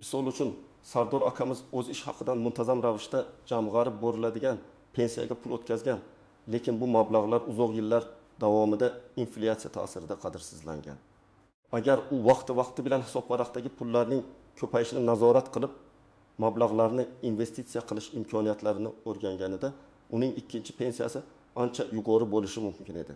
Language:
Uzbek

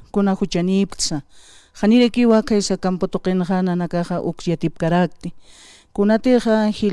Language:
Aymara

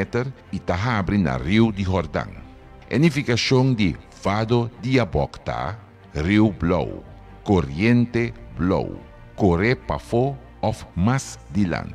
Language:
Papiamento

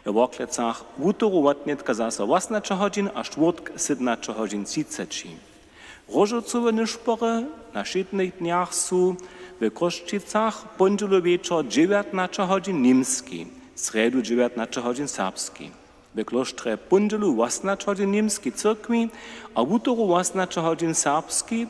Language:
Upper Sorbian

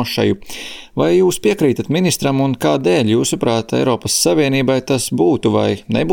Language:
Latvian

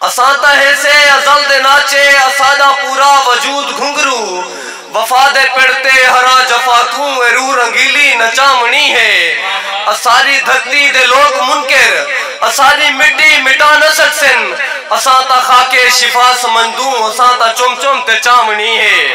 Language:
Saraiki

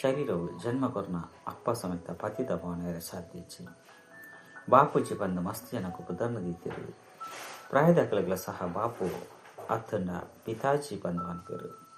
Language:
Tulu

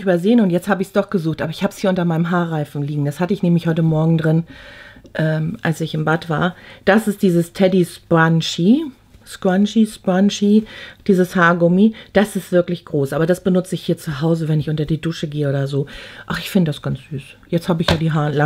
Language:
German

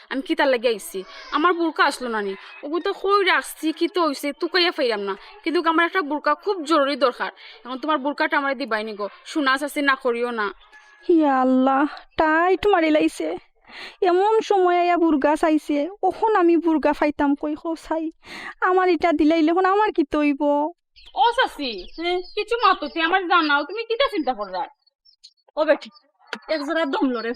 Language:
Sylheti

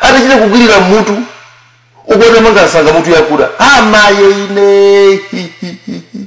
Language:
Nyanja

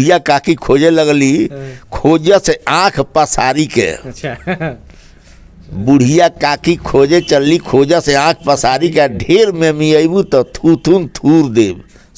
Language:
Bhojpuri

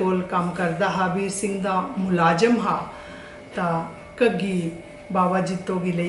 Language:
Dogri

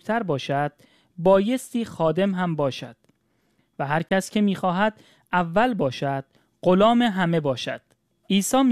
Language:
Persian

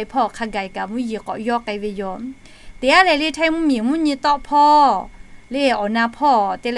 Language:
Lahu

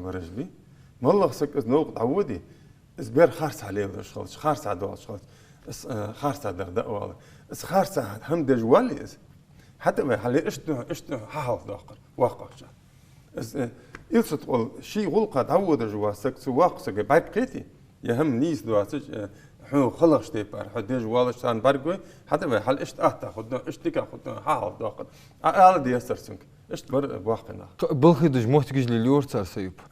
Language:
Ingush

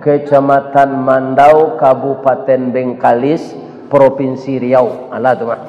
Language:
Minangkabau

